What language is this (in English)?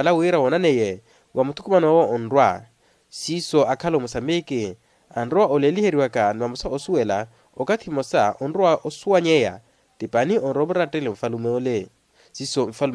Makhuwa